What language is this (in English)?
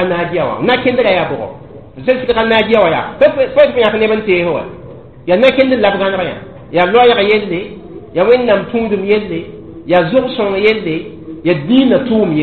Mossi